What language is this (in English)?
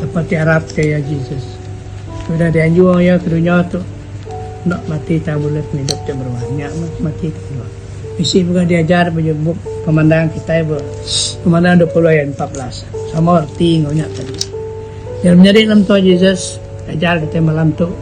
Iban